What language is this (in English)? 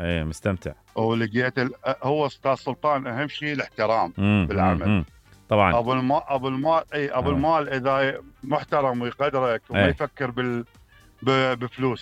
Mesopotamian Arabic